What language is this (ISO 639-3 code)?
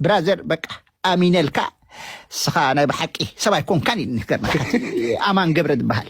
tir